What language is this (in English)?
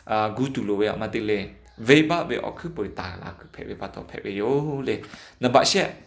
Lahu